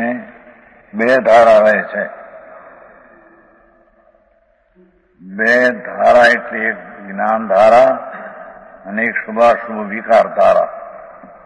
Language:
Gujarati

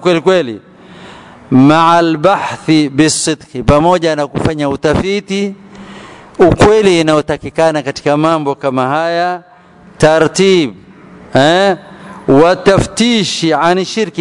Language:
Swahili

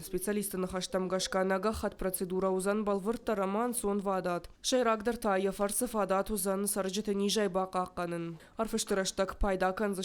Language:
Ossetic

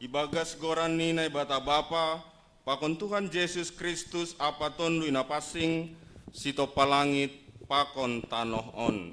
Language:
Batak Simalungun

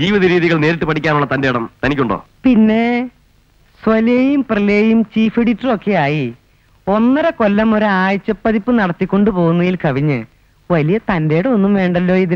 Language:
Malayalam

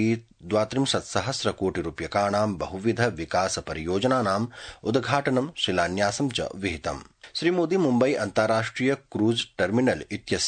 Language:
Sanskrit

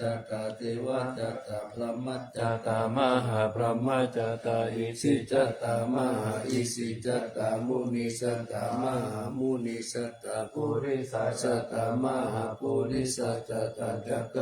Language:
Pali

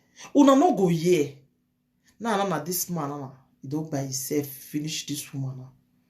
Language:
Nigerian Pidgin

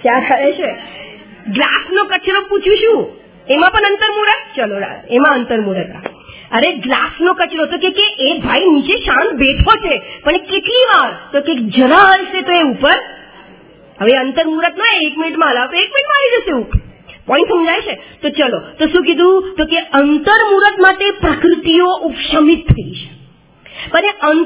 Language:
Gujarati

